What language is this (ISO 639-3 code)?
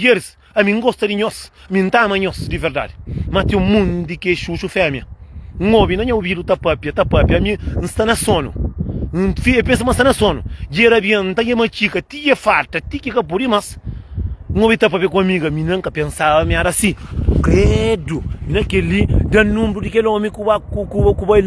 kea